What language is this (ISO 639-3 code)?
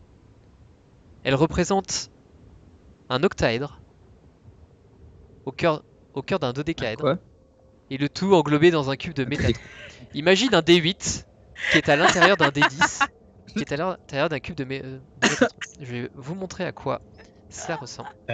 fra